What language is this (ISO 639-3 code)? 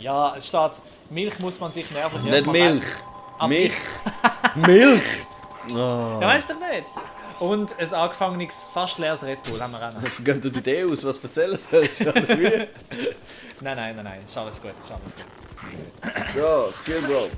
gsw